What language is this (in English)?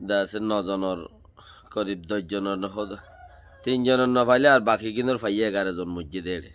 Rohingya